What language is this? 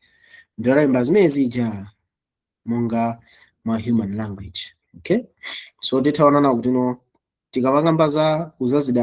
Nyanja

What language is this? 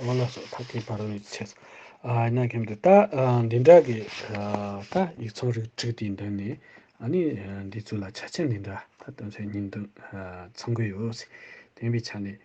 Tibetan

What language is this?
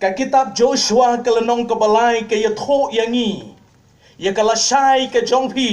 Khasi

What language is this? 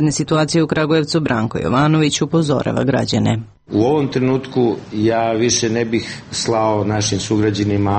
Serbian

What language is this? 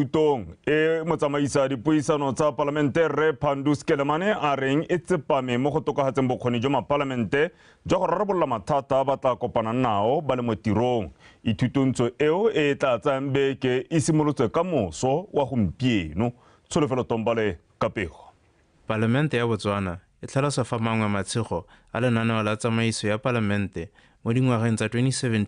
Tswana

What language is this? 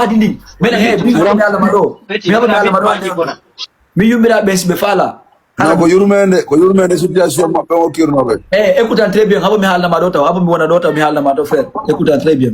Fula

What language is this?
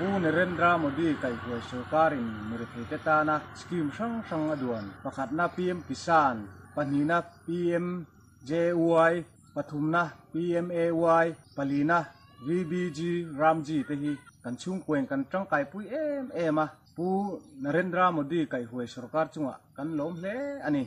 Mizo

